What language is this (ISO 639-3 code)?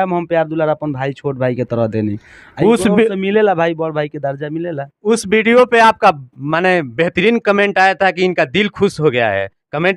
bho